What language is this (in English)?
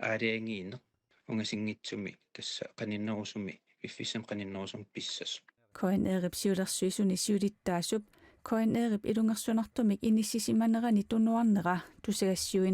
Kalaallisut